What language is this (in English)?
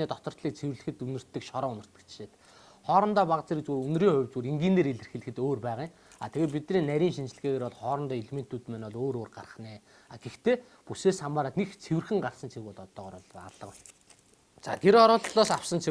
Mongolian